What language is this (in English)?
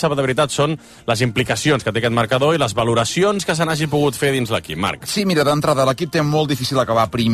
Catalan